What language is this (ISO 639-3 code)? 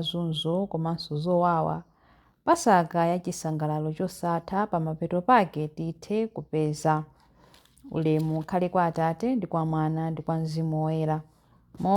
nya